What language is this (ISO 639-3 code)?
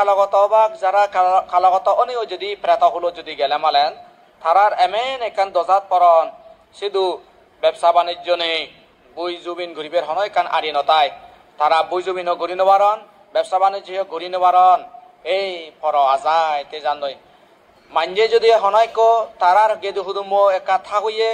ccp